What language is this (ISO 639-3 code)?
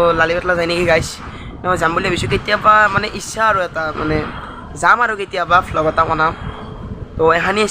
asm